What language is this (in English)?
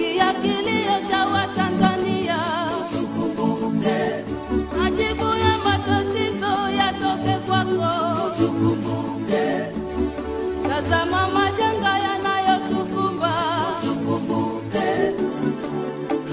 Swahili